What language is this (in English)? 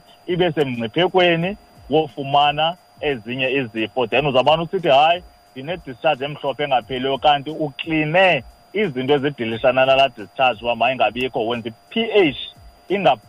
Xhosa